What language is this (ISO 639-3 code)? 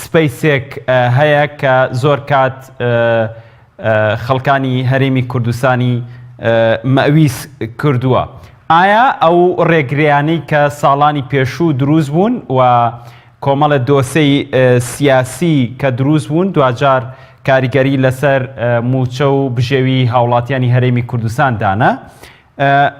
ckb